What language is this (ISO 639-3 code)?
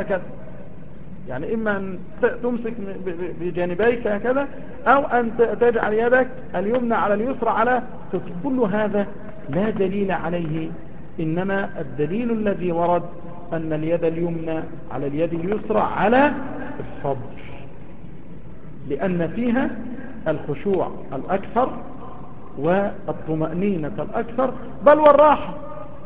ara